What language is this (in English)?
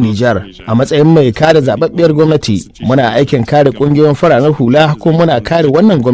Hausa